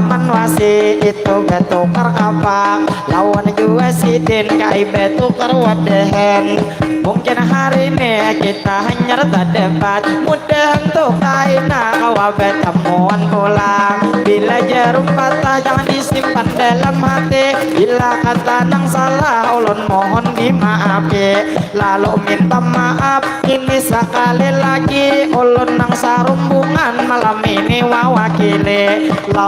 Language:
Banjar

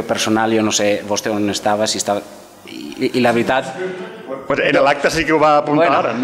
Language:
Catalan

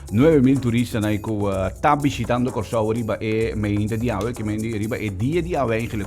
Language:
Papiamento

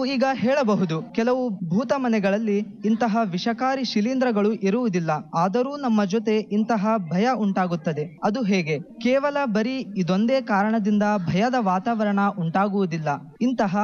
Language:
Kannada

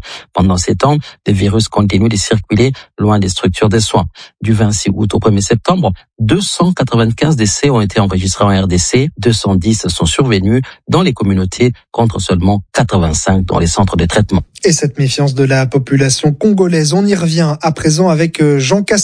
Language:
French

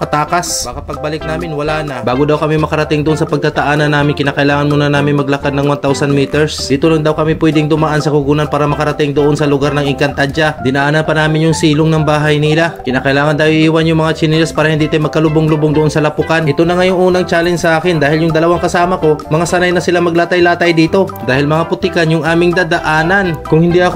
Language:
Filipino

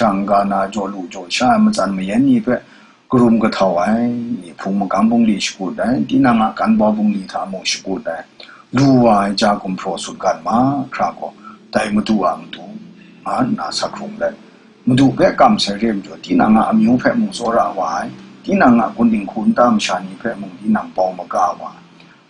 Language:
Kachin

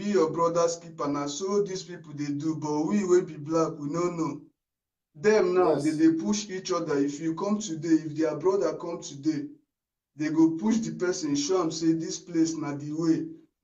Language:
Nigerian Pidgin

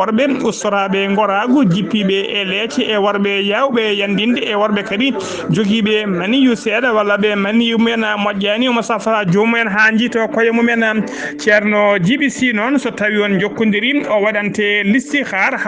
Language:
Fula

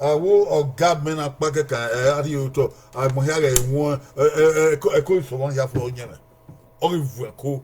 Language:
Bini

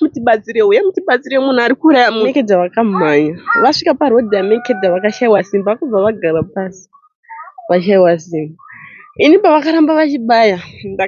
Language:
Shona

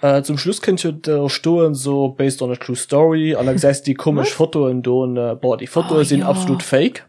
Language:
Luxembourgish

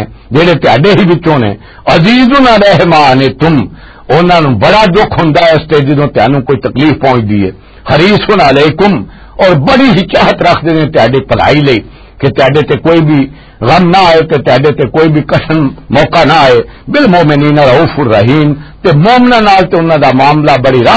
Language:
Western Panjabi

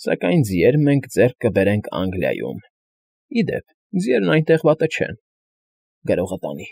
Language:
Armenian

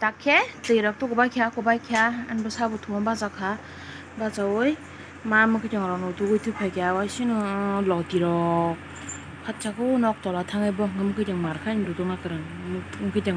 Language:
Kok Borok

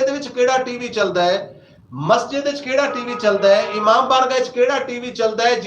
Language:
Saraiki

